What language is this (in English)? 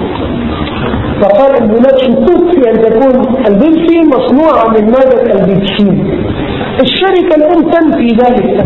Thai